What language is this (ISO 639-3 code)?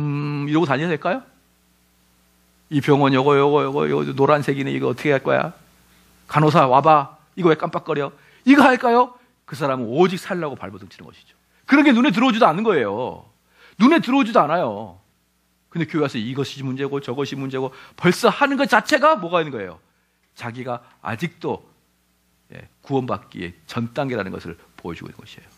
kor